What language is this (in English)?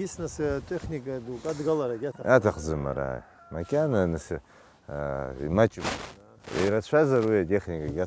Abkhazian